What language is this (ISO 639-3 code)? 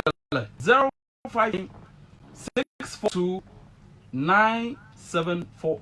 ewe